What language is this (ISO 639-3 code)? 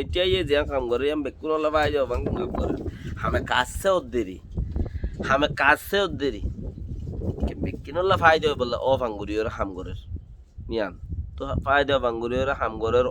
rhg